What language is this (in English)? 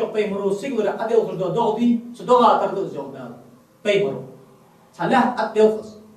Ingush